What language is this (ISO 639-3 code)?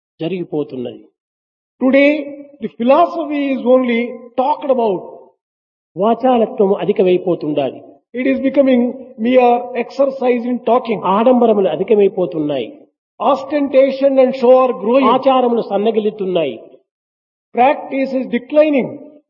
tel